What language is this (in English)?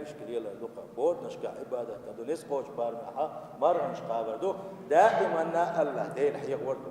Chechen